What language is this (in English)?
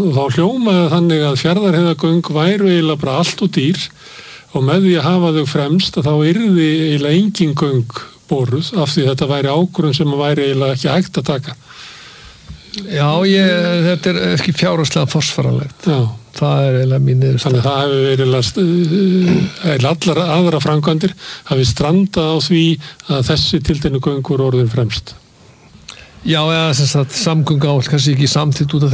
Icelandic